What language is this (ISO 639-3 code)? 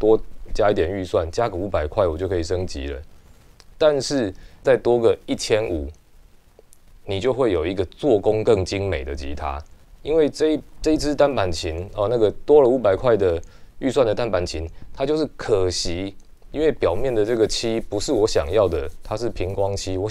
zho